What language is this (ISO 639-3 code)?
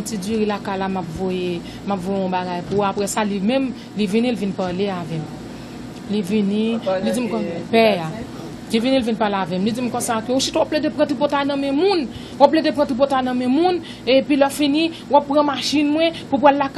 hat